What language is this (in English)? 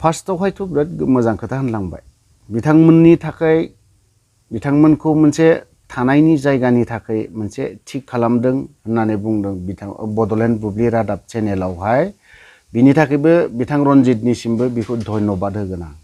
Bodo